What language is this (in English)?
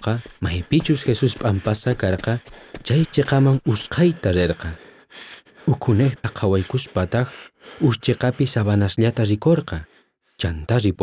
South Bolivian Quechua